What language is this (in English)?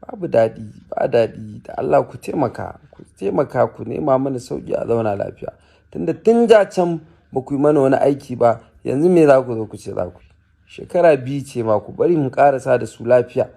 Hausa